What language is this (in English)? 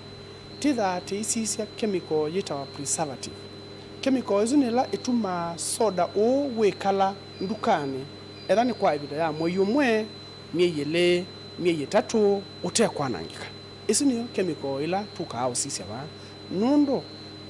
Kamba